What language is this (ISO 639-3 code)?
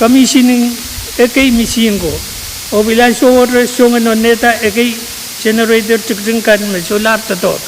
pon